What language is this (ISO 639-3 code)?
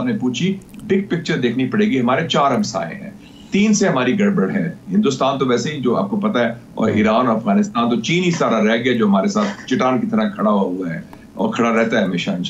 urd